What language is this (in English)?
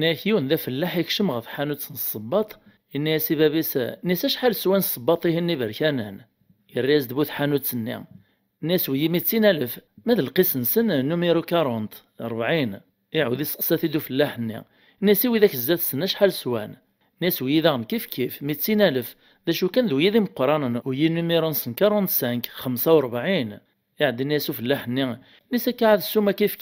Kabyle